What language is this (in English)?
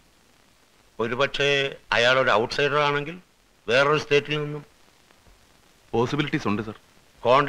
Malayalam